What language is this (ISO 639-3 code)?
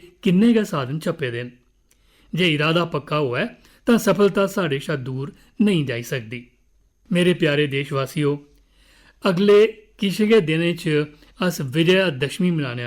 doi